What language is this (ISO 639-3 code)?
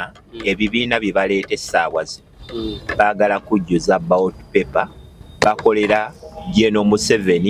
lug